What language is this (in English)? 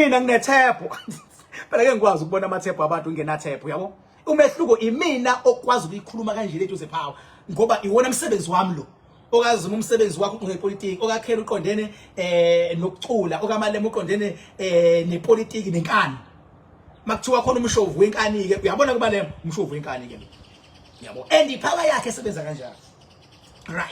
Zulu